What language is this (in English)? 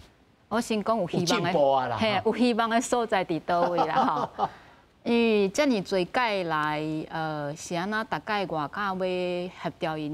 Min Nan Chinese